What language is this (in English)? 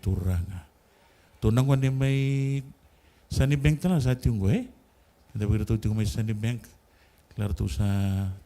Fijian